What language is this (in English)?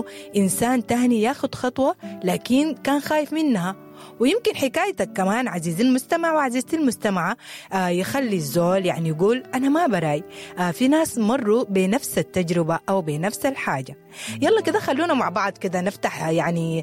Sudanese Arabic